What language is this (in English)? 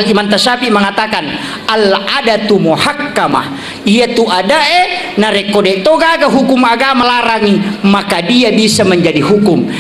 Buginese